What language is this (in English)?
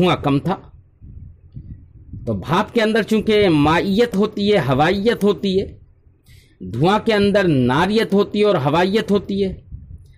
Urdu